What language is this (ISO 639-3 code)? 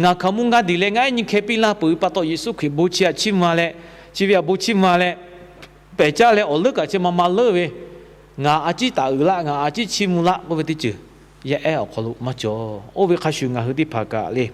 lhu